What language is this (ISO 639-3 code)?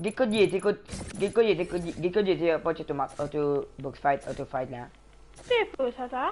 mfe